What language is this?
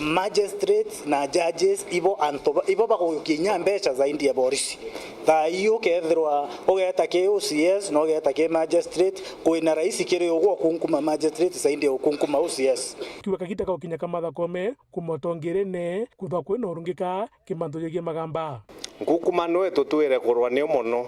Meru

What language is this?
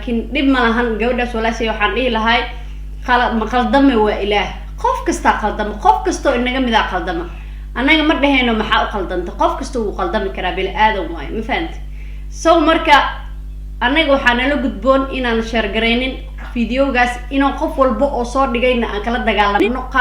Somali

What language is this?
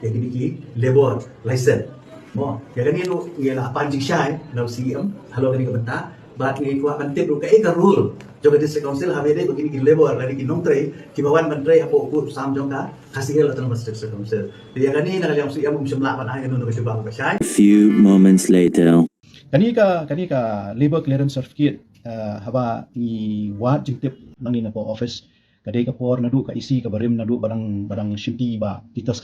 Khasi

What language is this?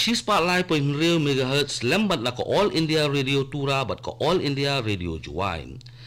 Khasi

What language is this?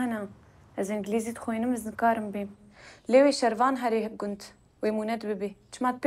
Kurdish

